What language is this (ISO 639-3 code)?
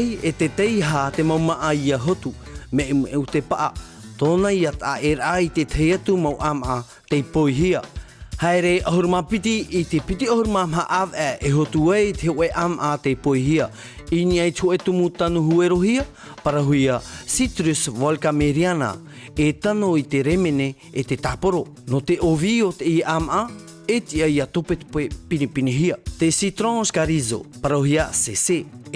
tah